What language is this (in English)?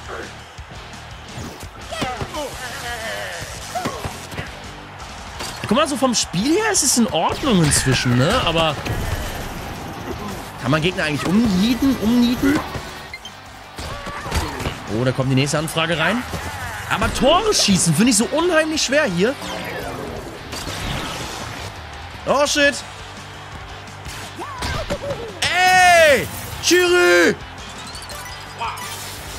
German